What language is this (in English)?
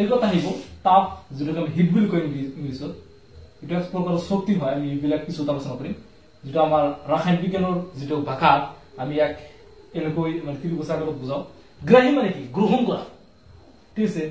Assamese